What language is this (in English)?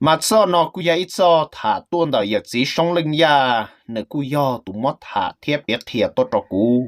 Hmong